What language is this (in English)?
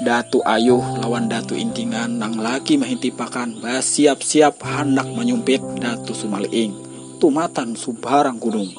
Banjar